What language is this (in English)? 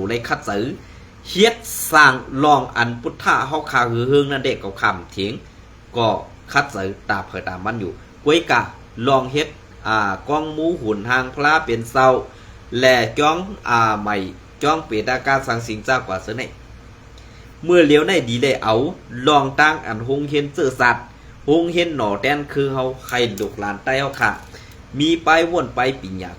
Shan